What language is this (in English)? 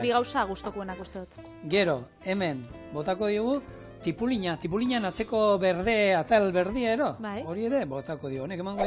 Basque